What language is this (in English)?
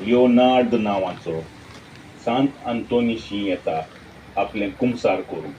Konkani